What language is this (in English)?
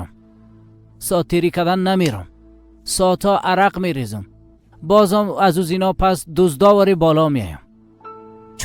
Persian